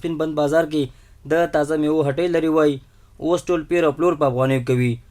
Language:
Pashto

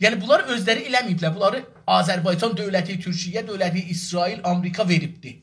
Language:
South Azerbaijani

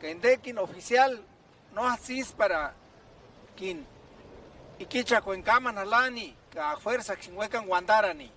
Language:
Purepecha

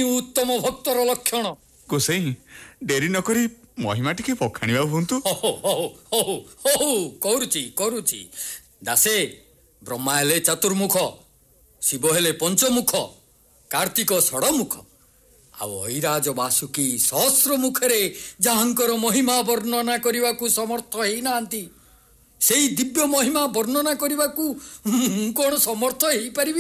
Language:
Odia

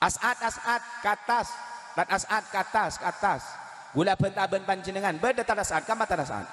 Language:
Madurese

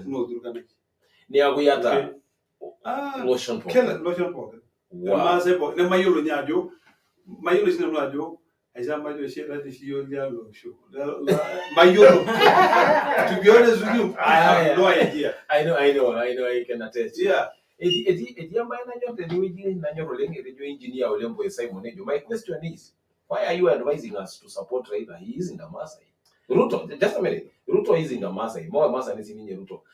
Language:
Masai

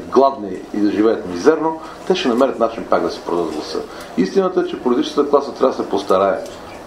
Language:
Bulgarian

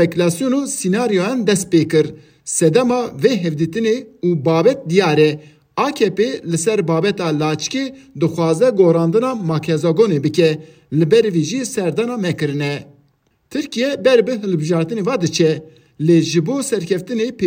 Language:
Kurdish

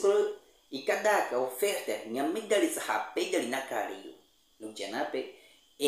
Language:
Baniwa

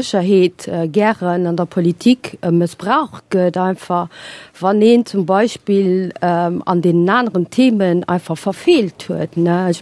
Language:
Luxembourgish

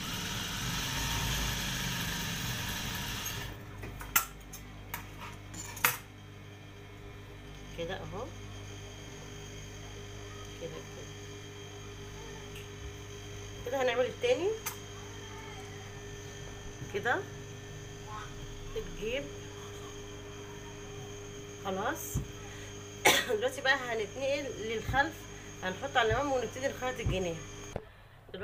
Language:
Egyptian Arabic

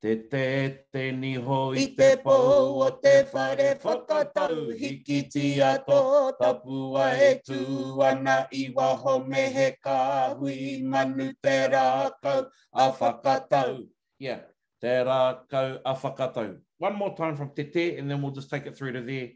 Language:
Māori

